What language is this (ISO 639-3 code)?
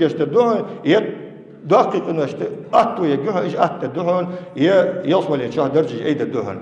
inh